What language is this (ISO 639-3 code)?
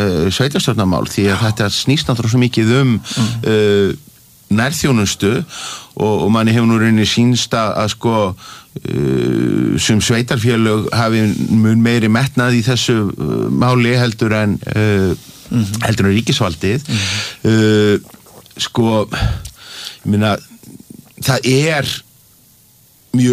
isl